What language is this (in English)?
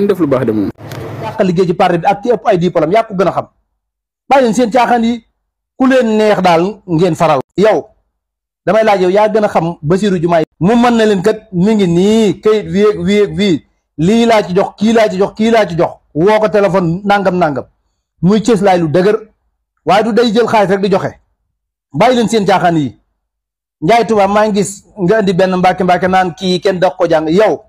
Wolof